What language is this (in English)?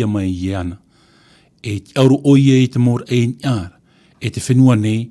Tahitian